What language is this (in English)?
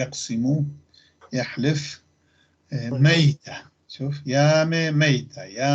North Levantine Arabic